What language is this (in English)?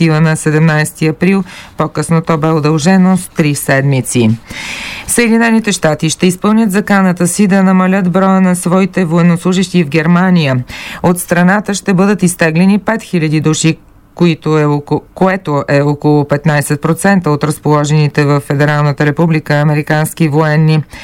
Bulgarian